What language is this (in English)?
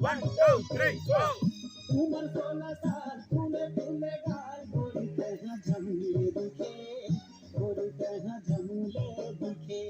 Chhattisgarhi